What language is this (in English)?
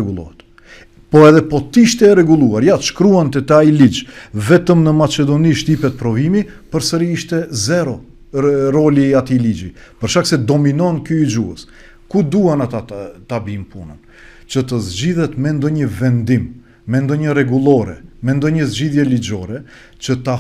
Albanian